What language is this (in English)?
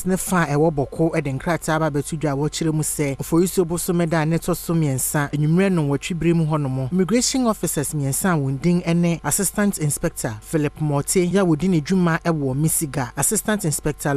Akan